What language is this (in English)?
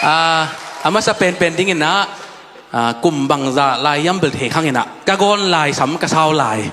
Tedim Chin